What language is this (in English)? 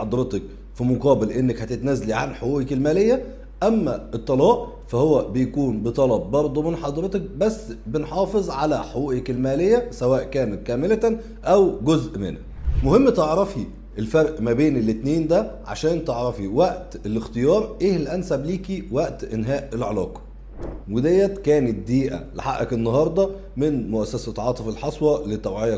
Egyptian Arabic